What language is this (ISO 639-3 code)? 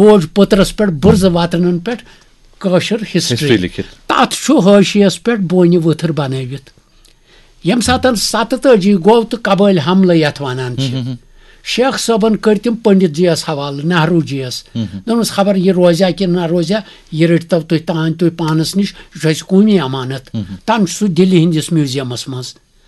kas